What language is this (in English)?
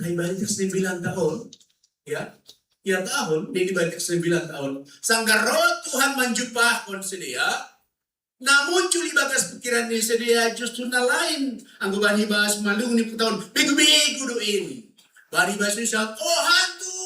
Batak Simalungun